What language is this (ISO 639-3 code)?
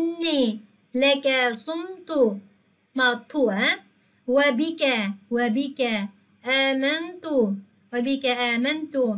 uig